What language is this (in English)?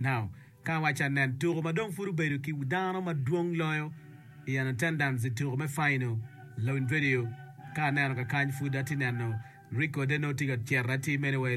Acoli